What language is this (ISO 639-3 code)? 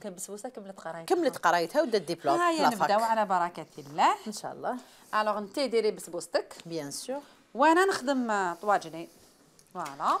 arq